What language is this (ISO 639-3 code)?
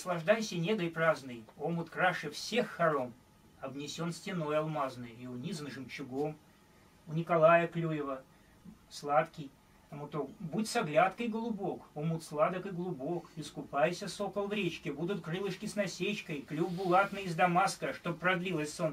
rus